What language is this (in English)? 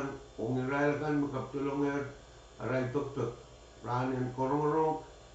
Pohnpeian